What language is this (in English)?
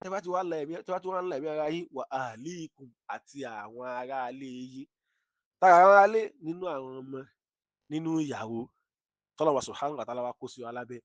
Yoruba